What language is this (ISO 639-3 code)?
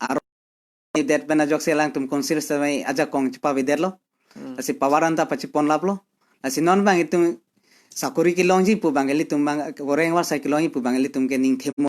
mjw